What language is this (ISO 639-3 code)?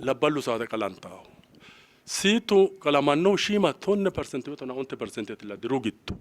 sid